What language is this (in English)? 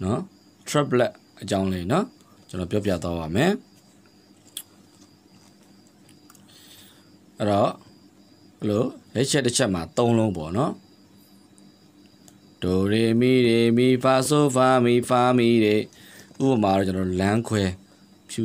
Burmese